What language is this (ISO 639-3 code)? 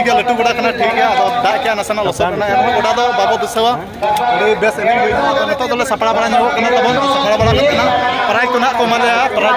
sat